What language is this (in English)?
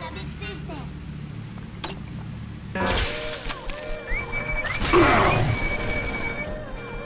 Spanish